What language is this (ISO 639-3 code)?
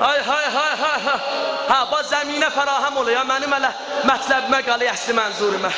azb